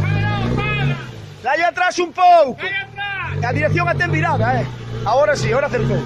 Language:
Galician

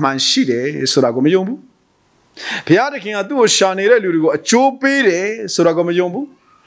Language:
Burmese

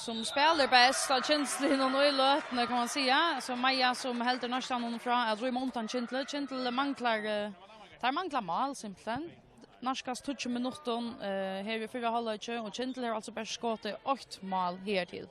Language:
Faroese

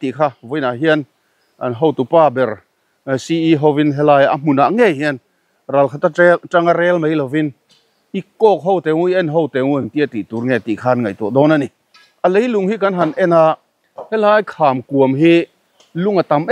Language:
Mizo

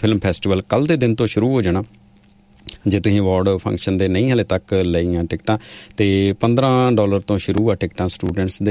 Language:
Punjabi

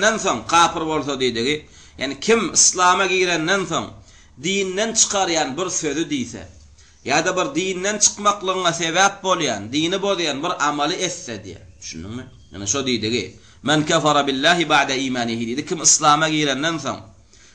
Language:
Turkmen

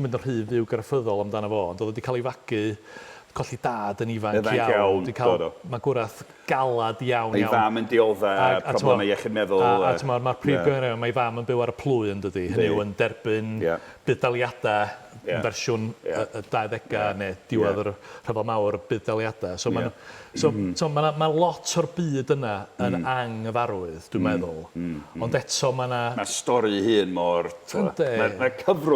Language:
Welsh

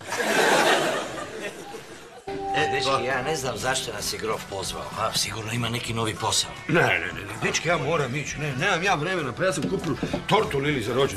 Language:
Croatian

